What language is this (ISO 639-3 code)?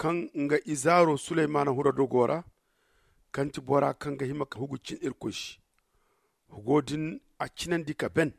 dje